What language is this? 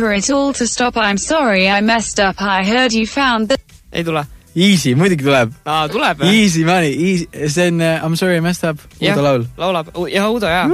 Estonian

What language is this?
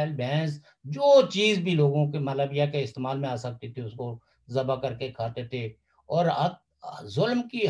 Urdu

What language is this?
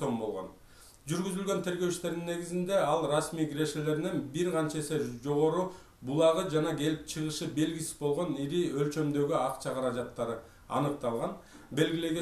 Kyrgyz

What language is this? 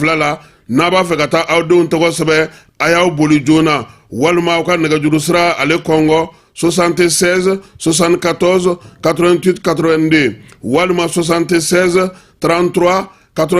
Bambara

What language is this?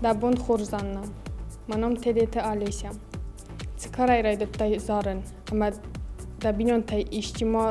Ossetic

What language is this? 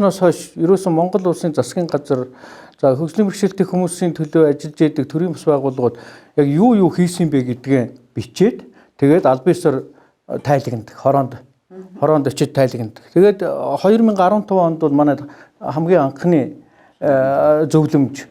Mongolian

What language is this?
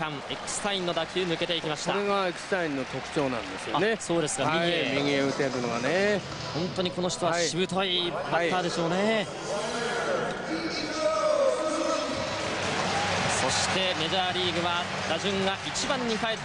Japanese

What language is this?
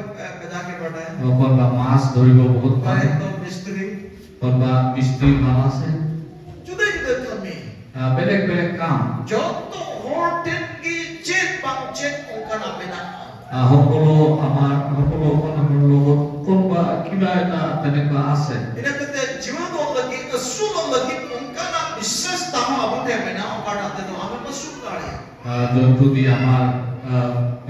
Santali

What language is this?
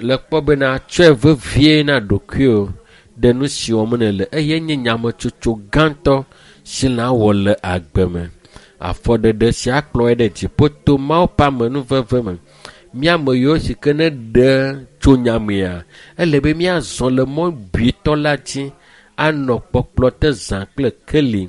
Ewe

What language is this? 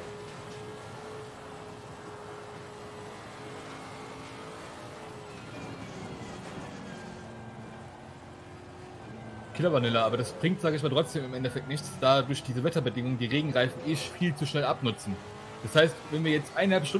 German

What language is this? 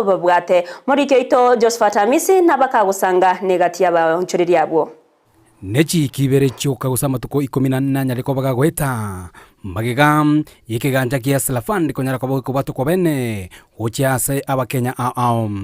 Gusii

